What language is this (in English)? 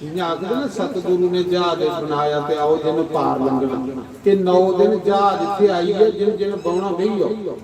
Dogri